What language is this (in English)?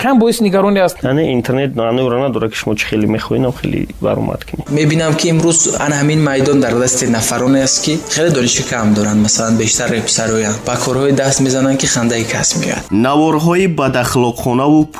Tajik